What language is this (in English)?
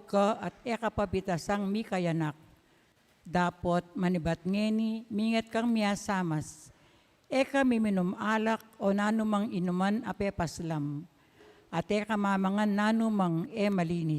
Pampanga